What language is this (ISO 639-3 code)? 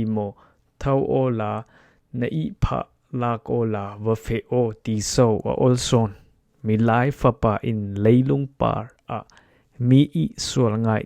cfm